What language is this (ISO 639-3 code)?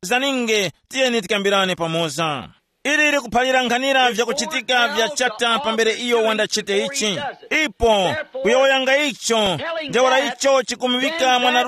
tum